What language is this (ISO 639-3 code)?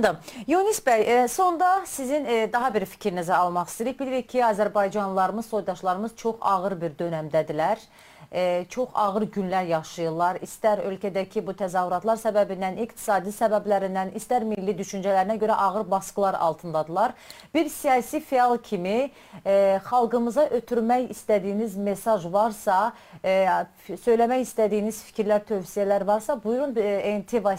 azb